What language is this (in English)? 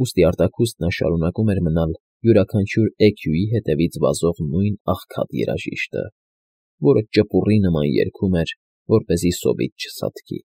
Armenian